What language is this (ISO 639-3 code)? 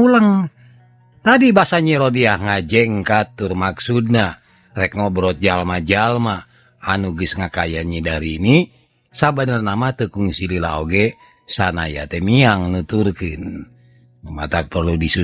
sun